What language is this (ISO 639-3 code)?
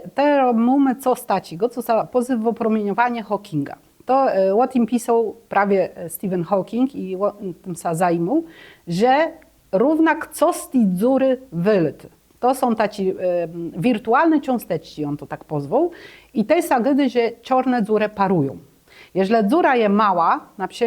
csb